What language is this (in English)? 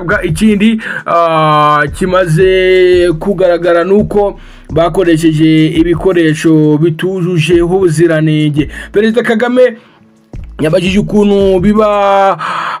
Kinyarwanda